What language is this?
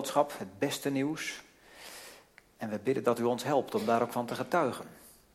Dutch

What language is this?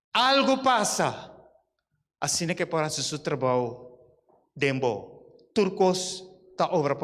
Papiamento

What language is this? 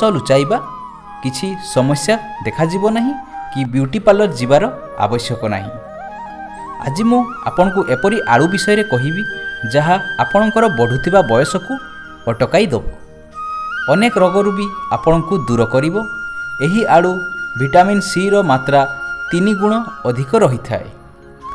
Odia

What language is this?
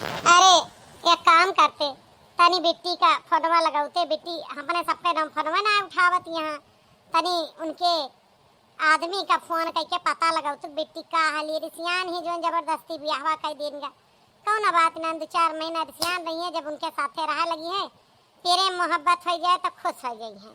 Awadhi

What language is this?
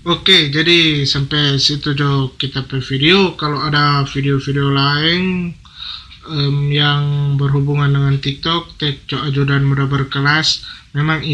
Manado Malay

